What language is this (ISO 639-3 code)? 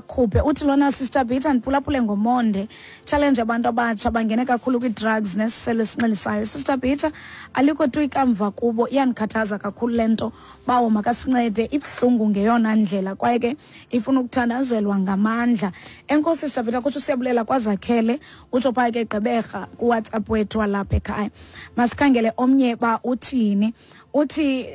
xho